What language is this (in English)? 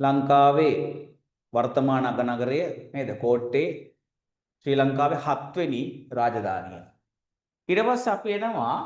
Sinhala